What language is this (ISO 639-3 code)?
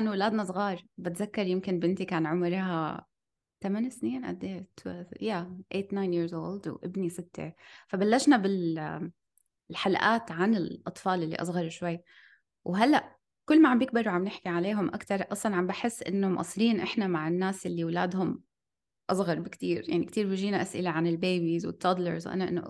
apc